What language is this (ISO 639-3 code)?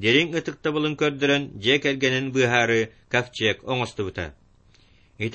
sah